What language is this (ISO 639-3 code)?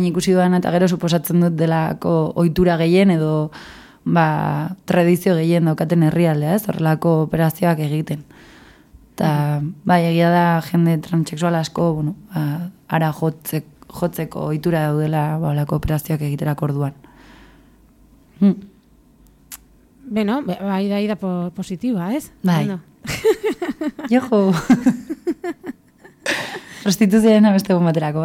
eus